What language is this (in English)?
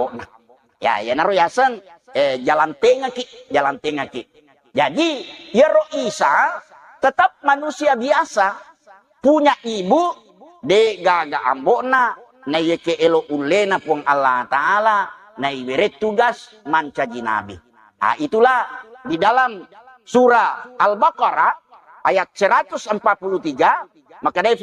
Buginese